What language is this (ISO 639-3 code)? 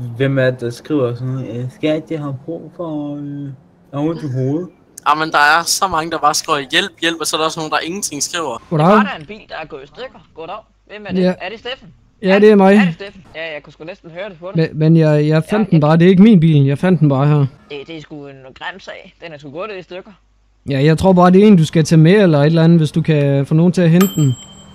dan